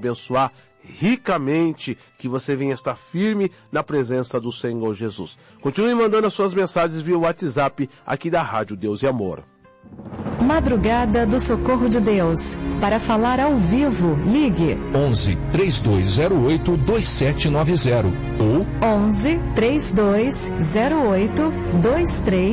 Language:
Portuguese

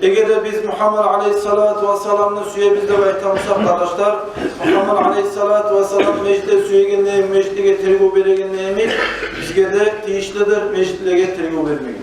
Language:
Kumyk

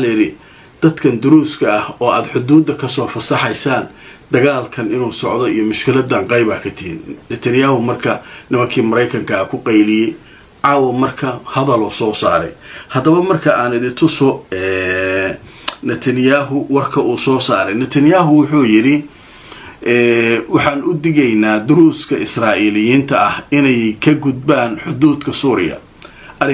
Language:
Somali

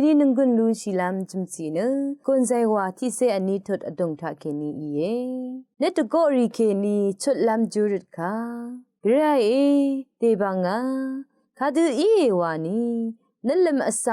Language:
Rawang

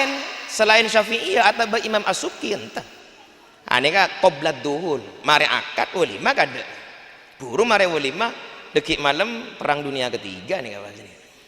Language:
Madurese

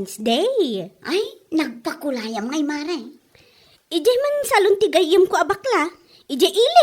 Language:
Iloko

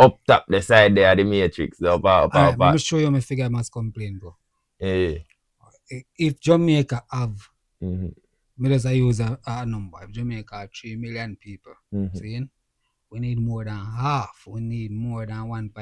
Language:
Jamaican Creole English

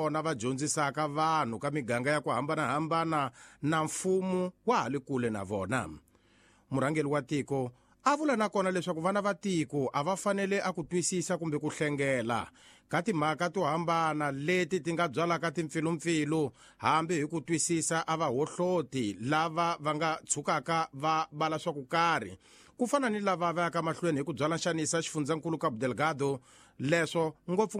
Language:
Tsonga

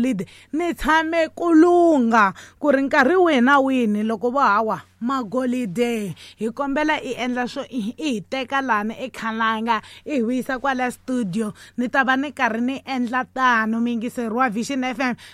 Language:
Tsonga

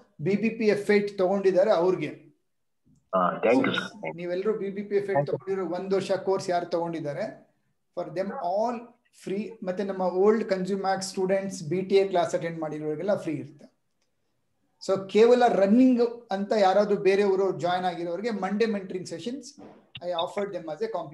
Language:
Kannada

